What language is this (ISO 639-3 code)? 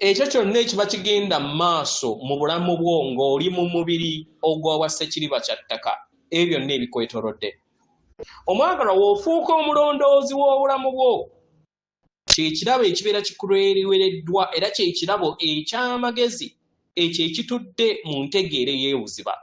lug